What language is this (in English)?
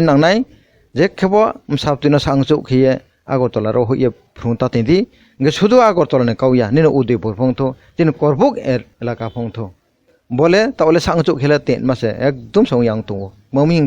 Kok Borok